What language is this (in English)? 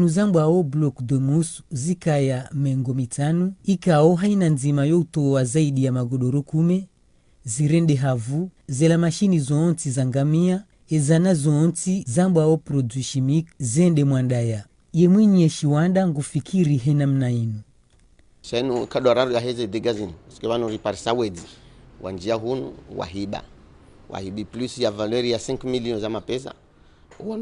Ngazidja Comorian